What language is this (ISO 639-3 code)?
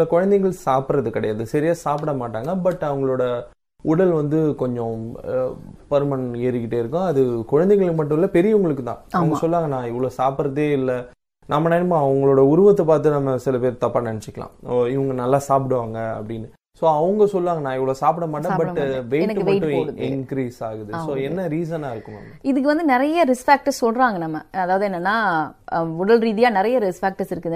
tam